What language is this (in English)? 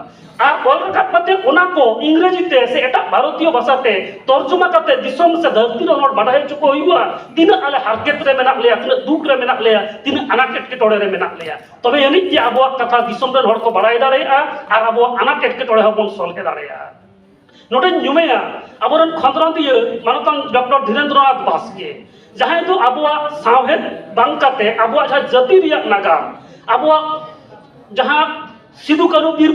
Santali